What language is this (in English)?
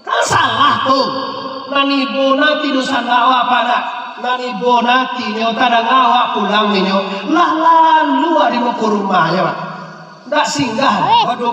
Minangkabau